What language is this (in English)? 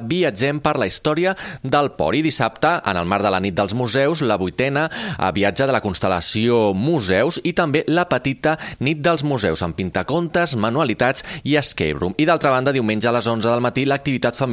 Catalan